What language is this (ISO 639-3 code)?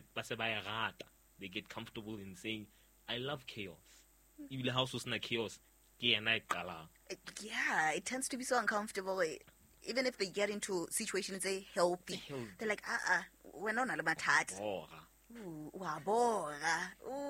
sot